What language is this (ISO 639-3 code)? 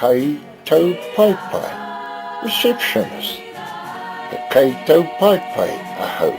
mri